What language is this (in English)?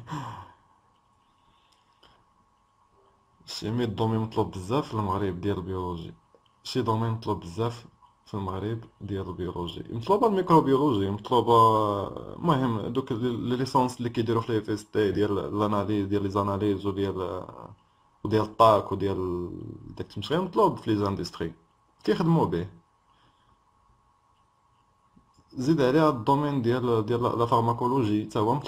Moroccan Arabic